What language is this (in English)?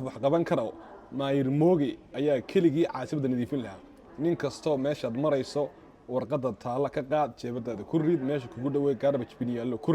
Somali